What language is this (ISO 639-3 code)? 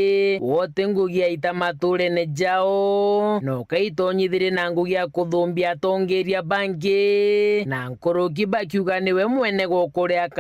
mer